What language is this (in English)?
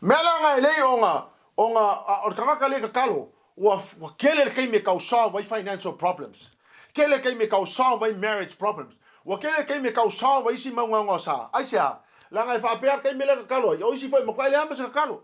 Samoan